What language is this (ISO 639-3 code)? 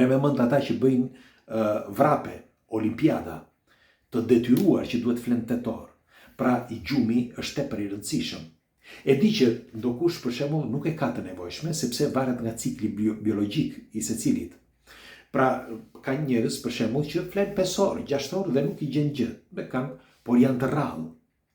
sqi